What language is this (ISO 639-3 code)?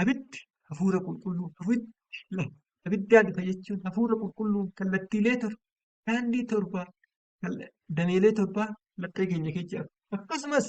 orm